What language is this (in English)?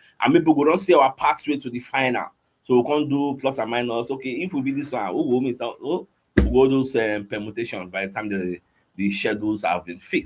Nigerian Pidgin